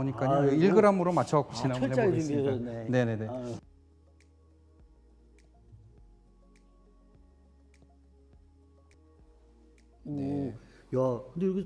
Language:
Korean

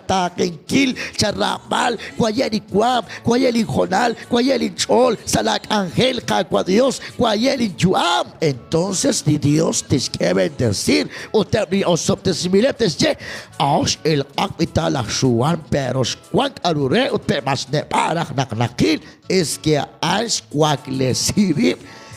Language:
Kekchí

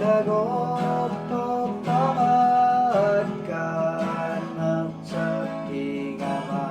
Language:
Kalaallisut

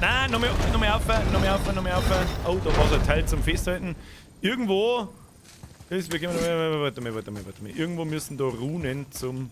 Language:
Bavarian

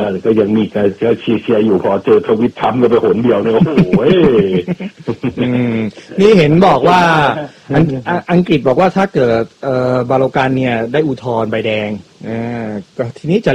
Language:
Thai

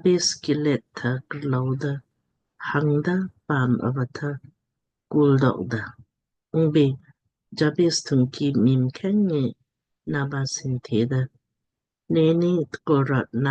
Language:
Lamkang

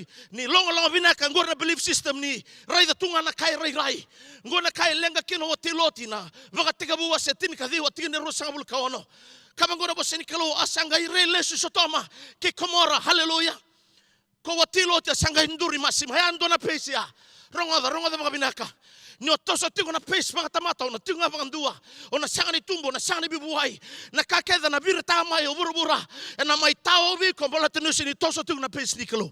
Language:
Fijian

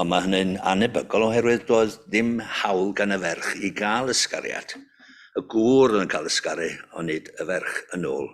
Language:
Welsh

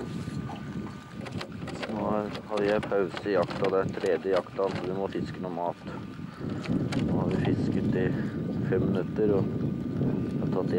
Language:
Norwegian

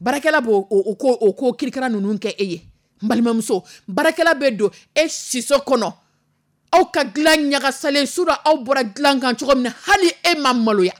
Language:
Dyula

